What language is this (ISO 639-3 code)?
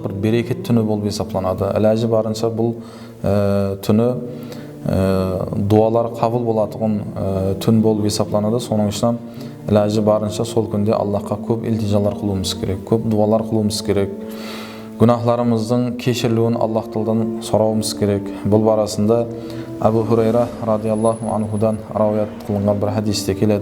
kaa